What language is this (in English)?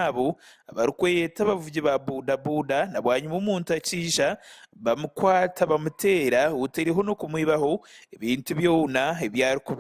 Nyankole